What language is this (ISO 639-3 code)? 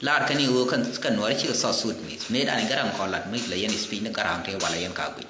nus